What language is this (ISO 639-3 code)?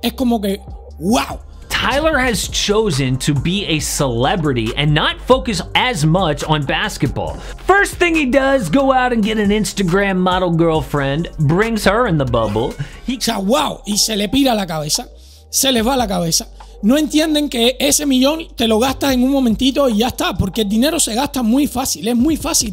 spa